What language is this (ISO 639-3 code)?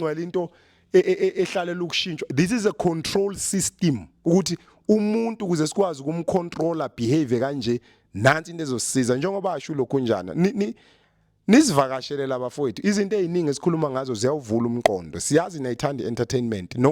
zul